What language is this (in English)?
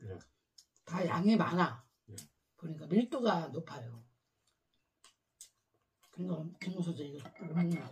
Korean